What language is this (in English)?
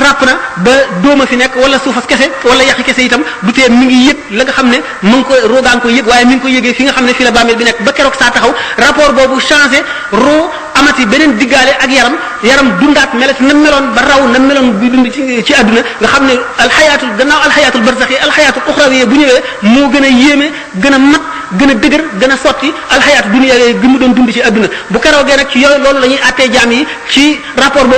Wolof